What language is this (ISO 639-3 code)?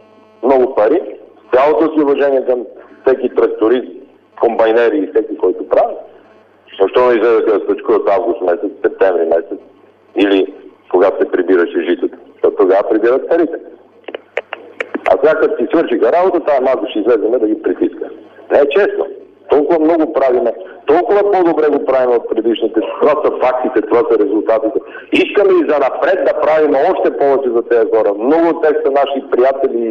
bul